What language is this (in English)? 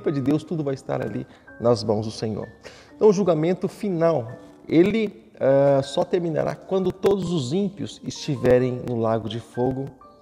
Portuguese